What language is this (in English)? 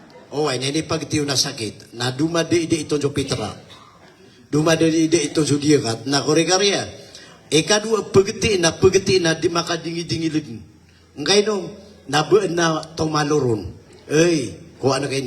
Maranao